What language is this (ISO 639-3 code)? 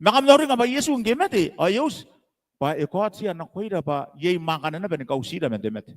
gil